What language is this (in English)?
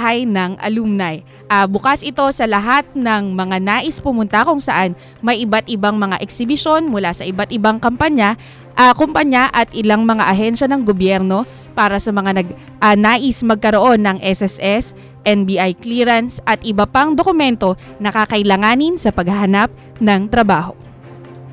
Filipino